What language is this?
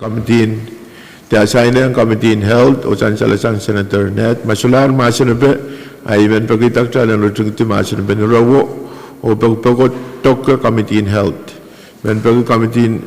Pohnpeian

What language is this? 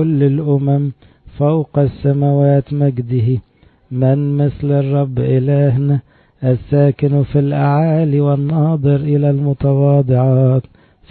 Arabic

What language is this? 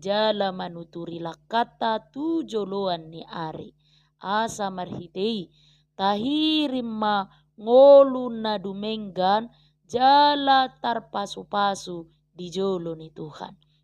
Batak Toba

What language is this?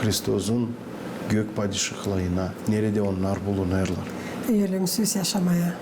Gagauz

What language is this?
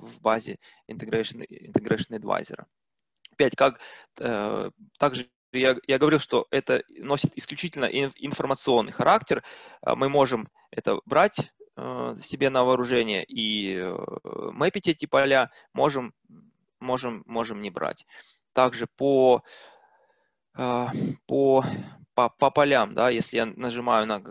Russian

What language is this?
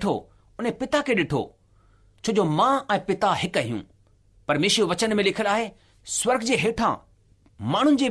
Sindhi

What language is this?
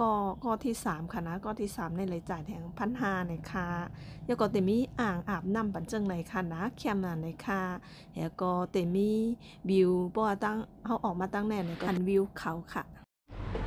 Shan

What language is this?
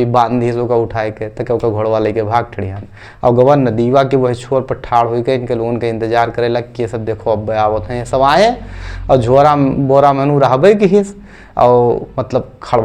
Awadhi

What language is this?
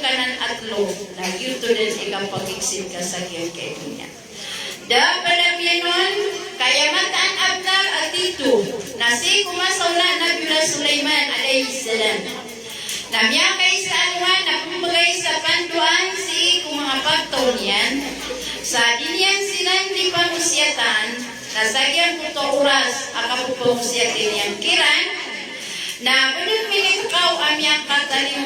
Maranao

